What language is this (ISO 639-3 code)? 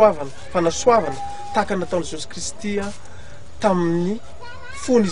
mlg